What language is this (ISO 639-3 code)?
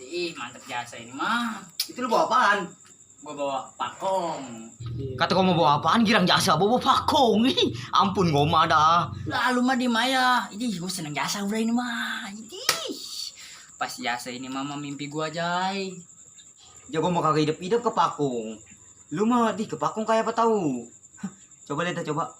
bew